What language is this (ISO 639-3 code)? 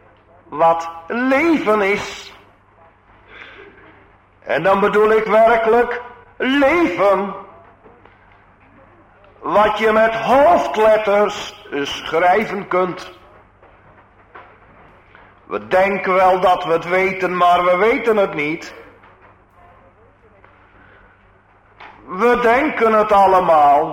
nld